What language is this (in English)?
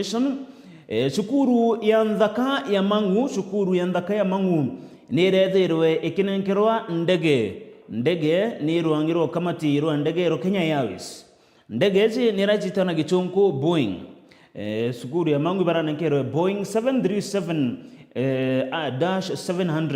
Meru